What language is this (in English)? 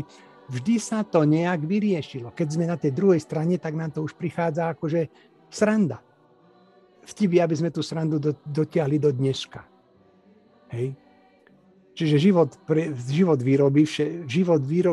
Slovak